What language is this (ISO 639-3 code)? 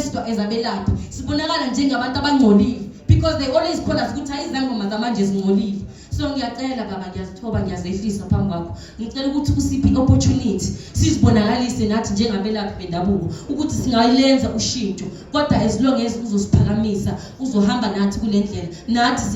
zul